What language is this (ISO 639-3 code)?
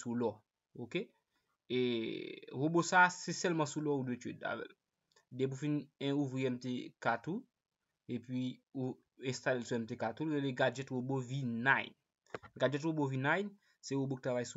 hat